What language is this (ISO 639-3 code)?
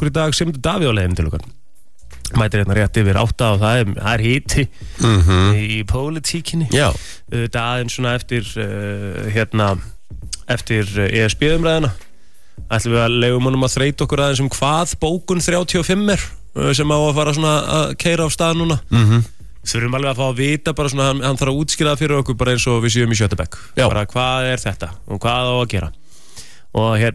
isl